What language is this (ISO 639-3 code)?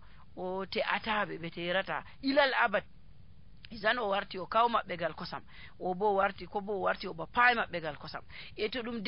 fuv